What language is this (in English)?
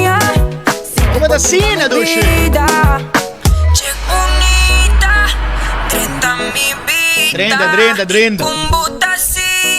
Papiamento